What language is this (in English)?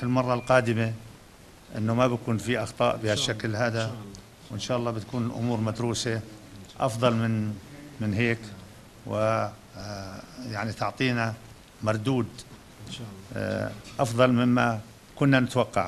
North Levantine Arabic